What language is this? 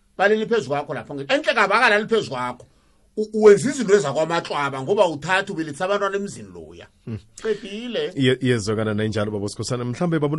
South Ndebele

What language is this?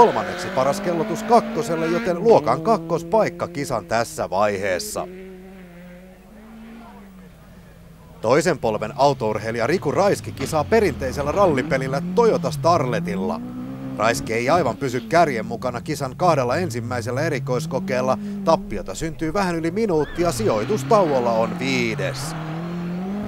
Finnish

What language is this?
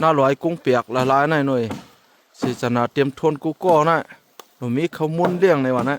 Shan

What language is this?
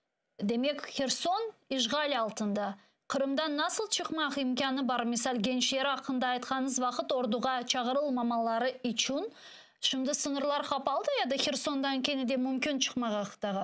Crimean Tatar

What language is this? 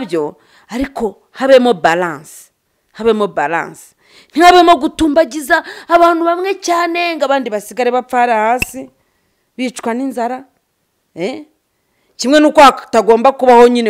Kinyarwanda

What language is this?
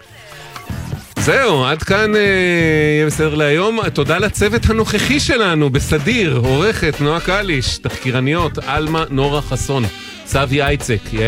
Hebrew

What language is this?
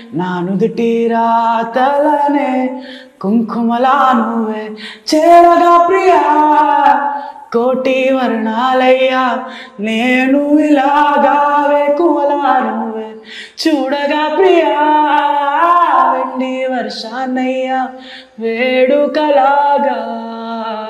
Telugu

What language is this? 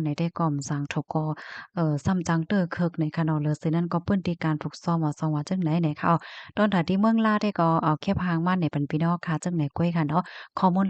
Shan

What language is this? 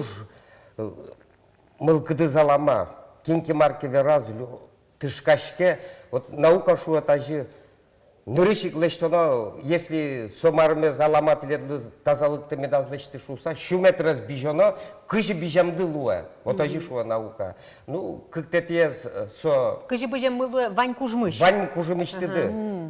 Udmurt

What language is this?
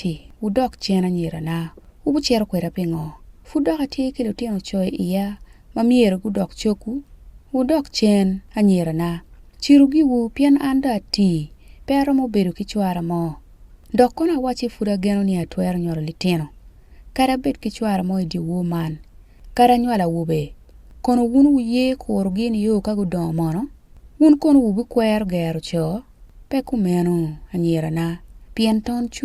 Acoli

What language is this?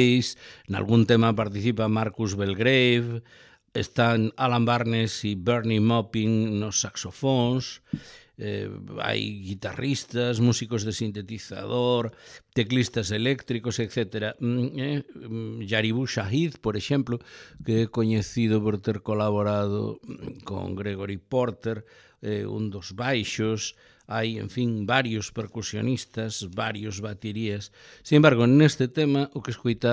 Galician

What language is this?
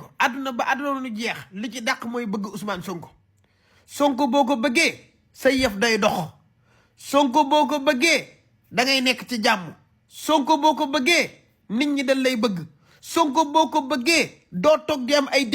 Wolof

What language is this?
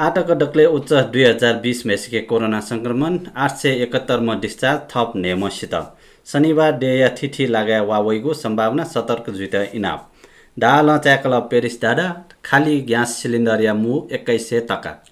Newari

